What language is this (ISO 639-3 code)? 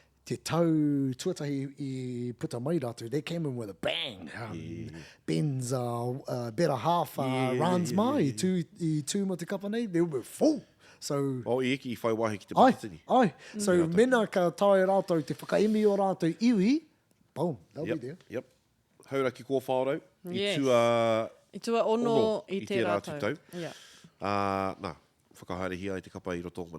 mri